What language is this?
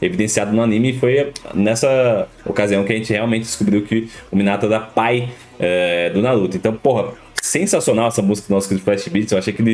Portuguese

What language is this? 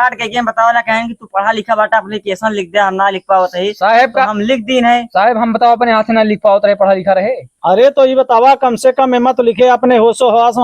Awadhi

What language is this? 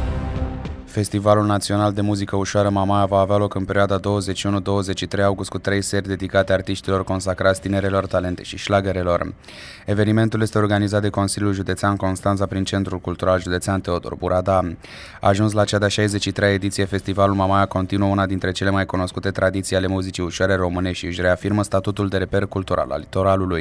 Romanian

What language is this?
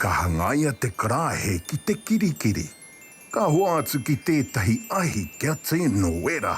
Māori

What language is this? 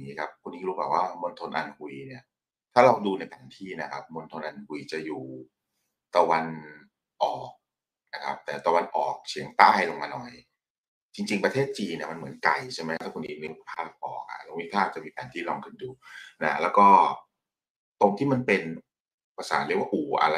Thai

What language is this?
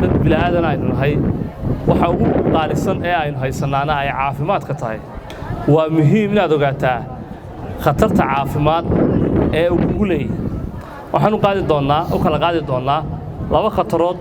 Somali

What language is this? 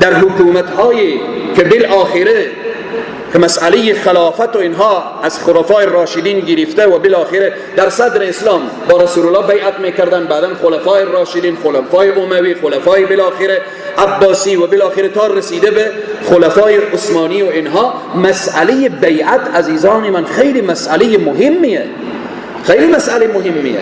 Persian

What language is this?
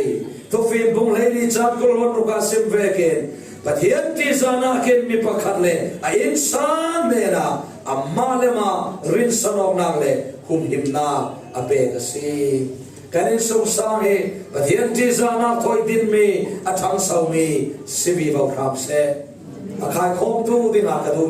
Falam Chin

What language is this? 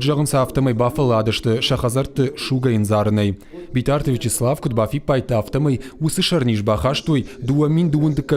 Ossetic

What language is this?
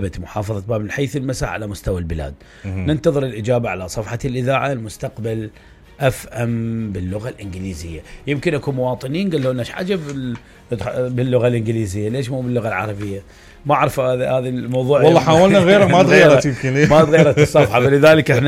Mesopotamian Arabic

